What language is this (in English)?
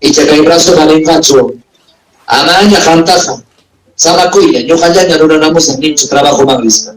Ayacucho Quechua